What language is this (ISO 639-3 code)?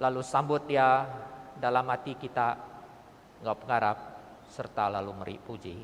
iba